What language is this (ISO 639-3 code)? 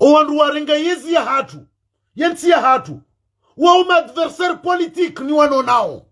zdj